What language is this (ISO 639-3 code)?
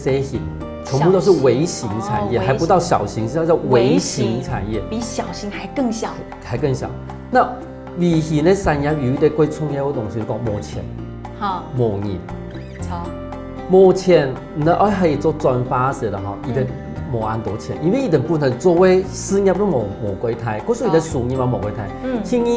hak